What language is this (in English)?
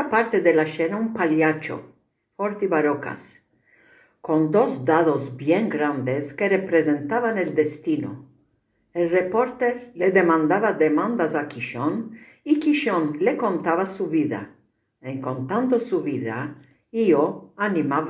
Ladino